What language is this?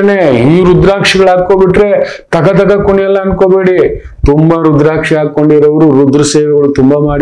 Kannada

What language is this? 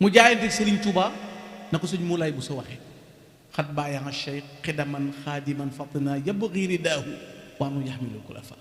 Wolof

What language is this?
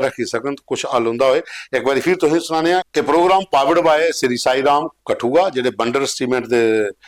Dogri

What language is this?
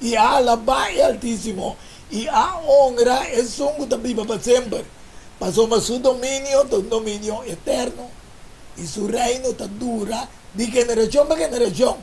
Papiamento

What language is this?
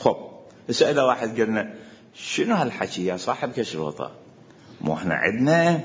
Mesopotamian Arabic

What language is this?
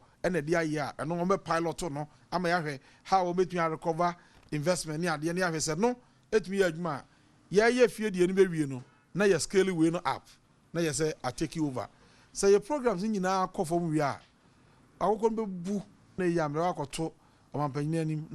Akan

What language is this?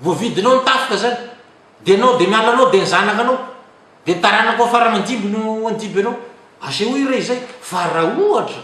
Malagasy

